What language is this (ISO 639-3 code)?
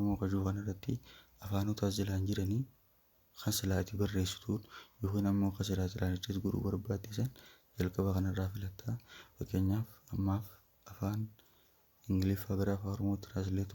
orm